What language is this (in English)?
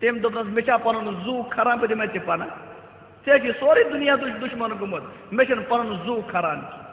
Kashmiri